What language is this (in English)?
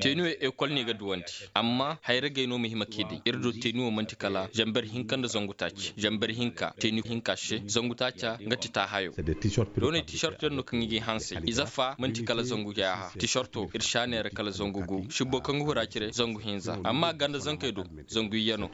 Koyraboro Senni